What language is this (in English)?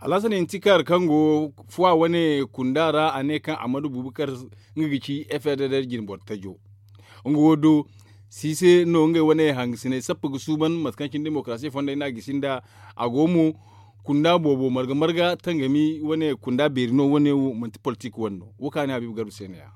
Zarma